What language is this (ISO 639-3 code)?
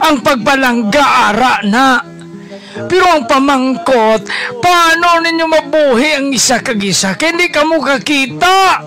hil